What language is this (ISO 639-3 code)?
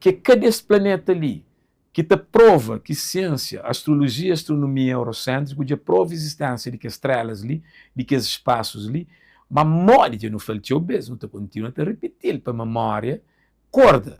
kea